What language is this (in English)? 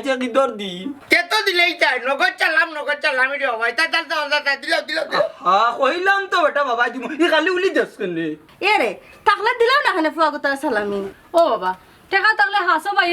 Sylheti